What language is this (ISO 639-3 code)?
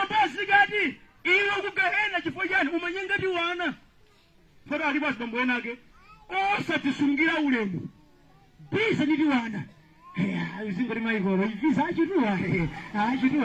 nya